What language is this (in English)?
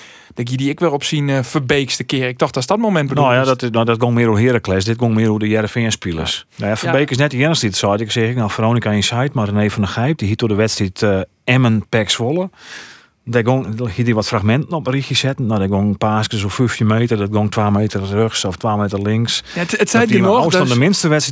Western Frisian